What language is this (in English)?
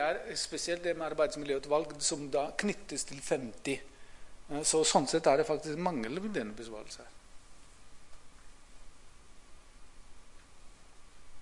Norwegian